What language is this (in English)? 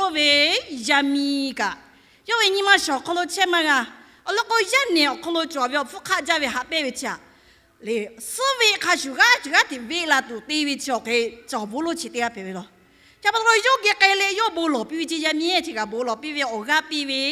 Lahu